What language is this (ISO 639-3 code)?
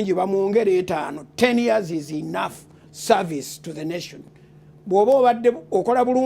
lug